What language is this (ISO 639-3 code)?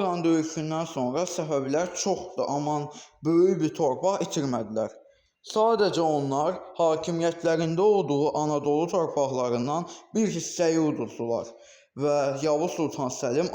aze